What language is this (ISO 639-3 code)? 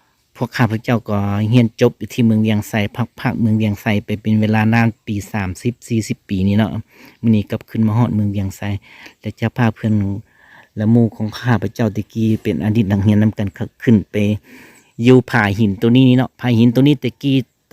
lao